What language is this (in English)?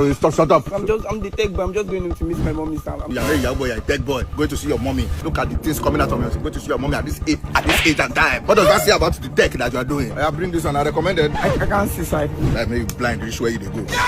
Nigerian Pidgin